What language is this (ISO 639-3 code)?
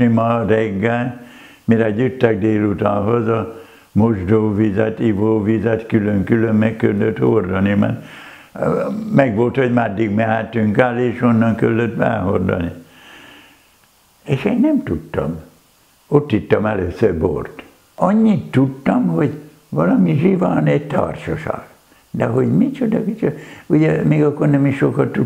hun